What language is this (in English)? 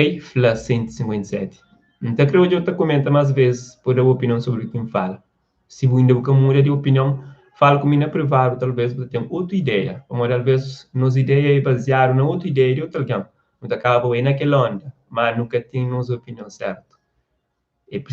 Kabuverdianu